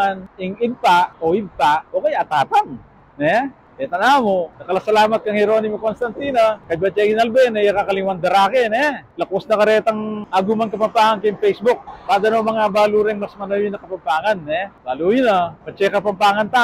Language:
Pampanga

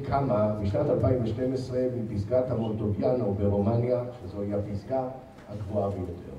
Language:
Hebrew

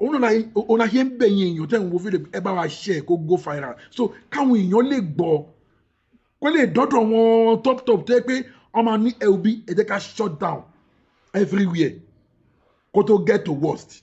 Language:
Yoruba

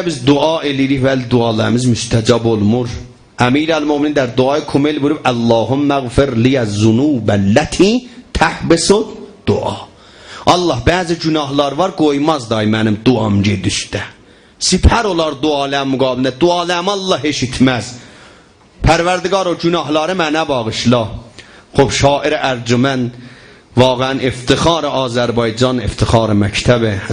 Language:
South Azerbaijani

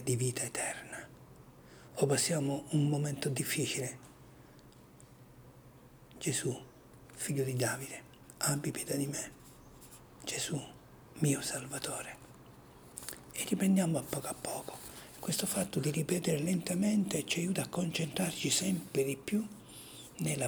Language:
Italian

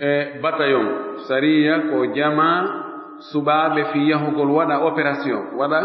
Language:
Fula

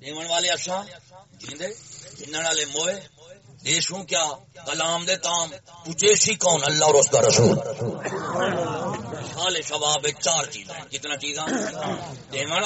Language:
Saraiki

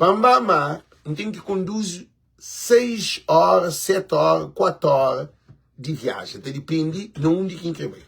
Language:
Kabuverdianu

